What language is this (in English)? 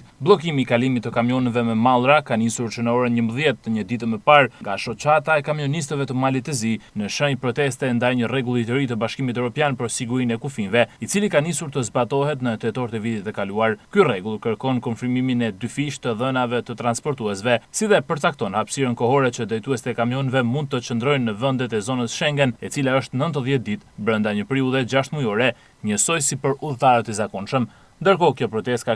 Albanian